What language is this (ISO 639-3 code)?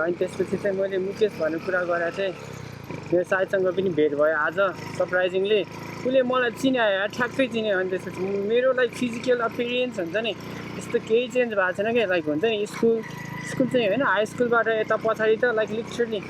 nep